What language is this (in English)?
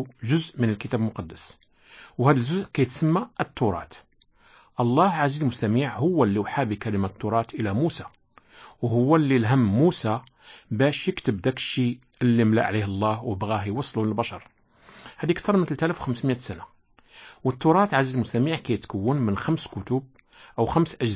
Moroccan Arabic